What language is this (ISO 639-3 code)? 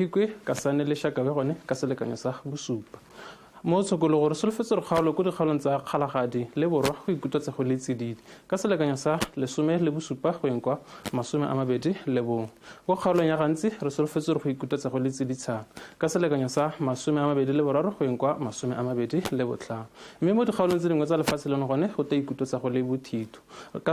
tsn